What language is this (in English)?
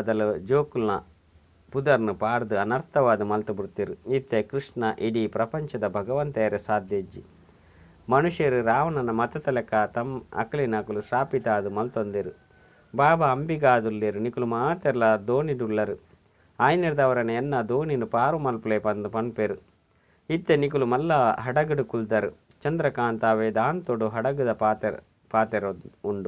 Tulu